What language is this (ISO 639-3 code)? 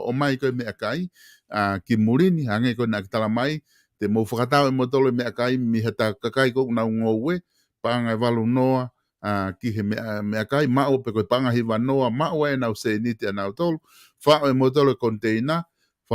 ton